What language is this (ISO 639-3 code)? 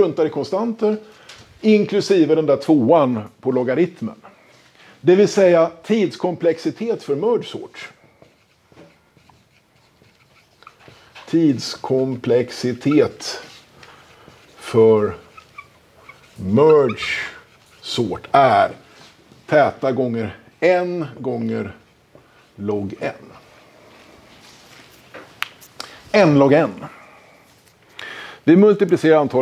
swe